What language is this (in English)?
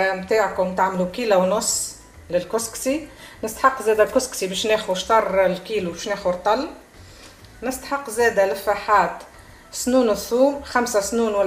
Tunisian Arabic